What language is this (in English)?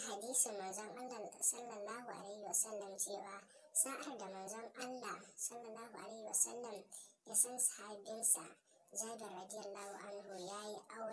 Hausa